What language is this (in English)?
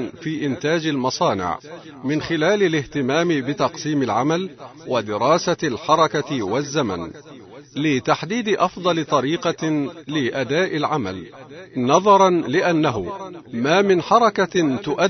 Arabic